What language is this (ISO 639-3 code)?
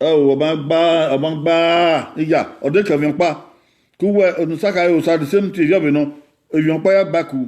bin